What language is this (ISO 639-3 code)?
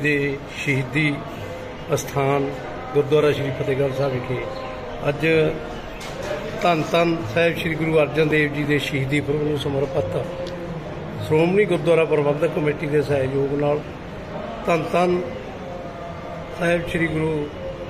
pan